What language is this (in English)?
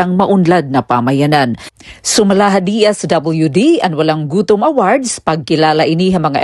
Waray